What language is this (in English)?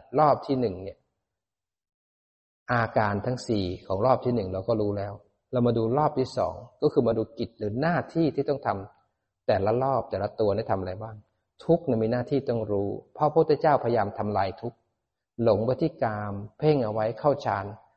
Thai